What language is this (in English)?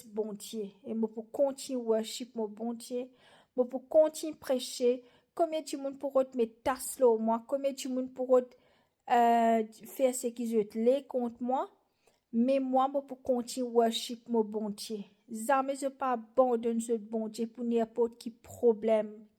Morisyen